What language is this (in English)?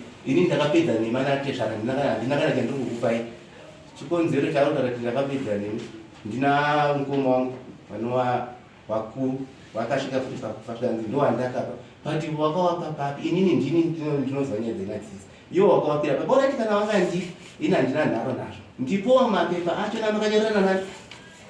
Shona